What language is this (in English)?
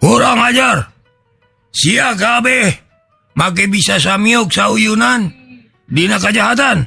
Sundanese